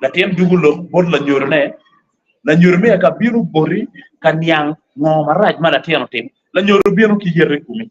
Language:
Acoli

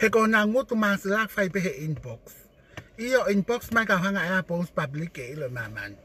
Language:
Tongan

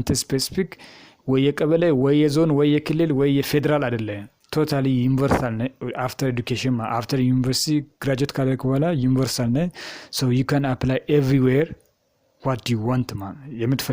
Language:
Amharic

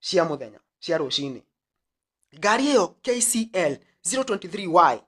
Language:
Kikuyu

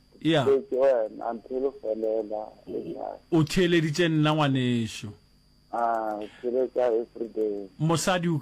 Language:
Northern Sotho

